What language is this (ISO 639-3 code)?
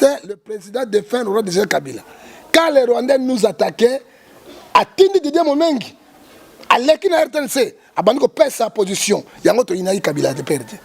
lin